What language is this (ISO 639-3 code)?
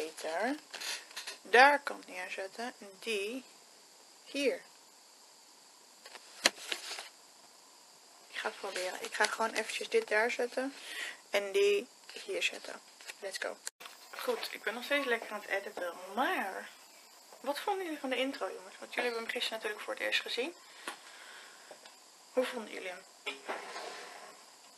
nld